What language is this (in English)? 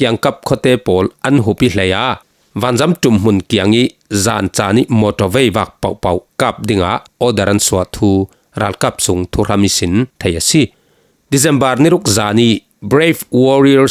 Falam Chin